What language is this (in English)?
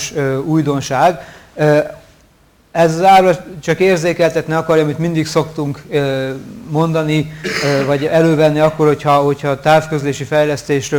Hungarian